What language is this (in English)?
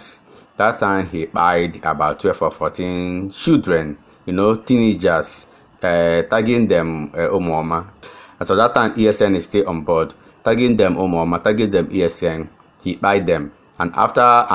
Igbo